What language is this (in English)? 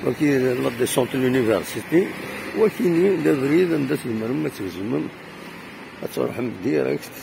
Kabyle